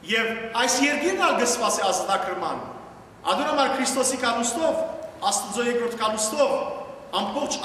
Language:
Western Armenian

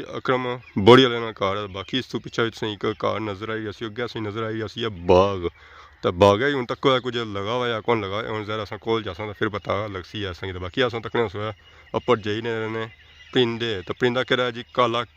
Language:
Pahari-Potwari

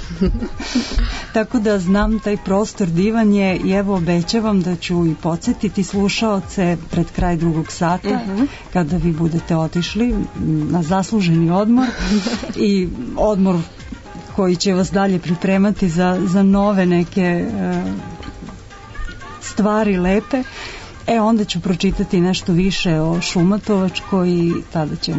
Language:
Serbian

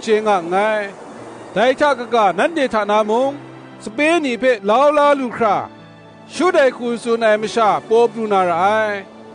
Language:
Kachin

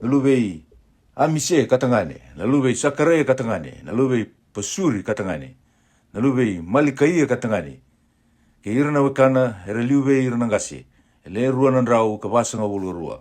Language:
Fijian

